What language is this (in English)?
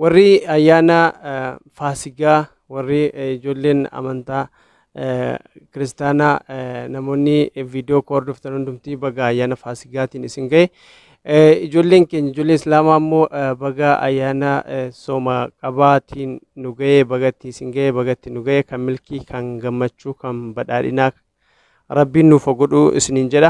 Oromo